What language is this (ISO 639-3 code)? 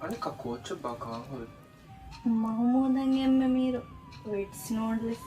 div